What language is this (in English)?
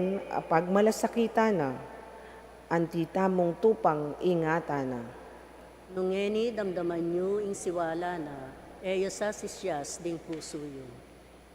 Pampanga